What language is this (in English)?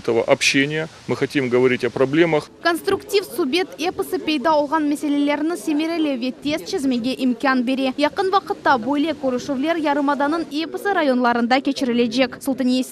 Crimean Tatar